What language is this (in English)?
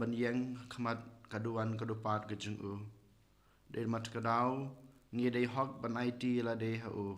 Khasi